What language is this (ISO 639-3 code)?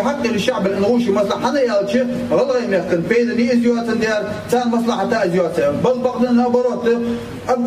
inh